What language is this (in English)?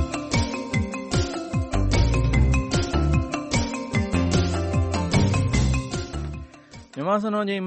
Burmese